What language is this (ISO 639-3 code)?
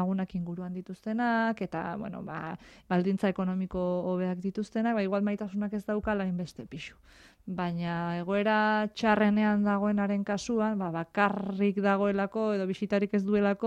eus